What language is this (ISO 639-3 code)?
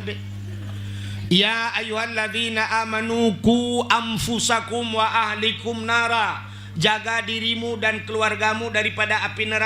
ace